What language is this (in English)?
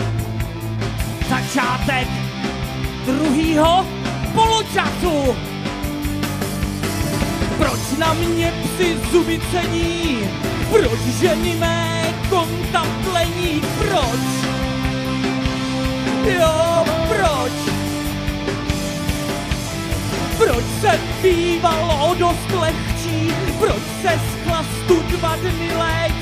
Czech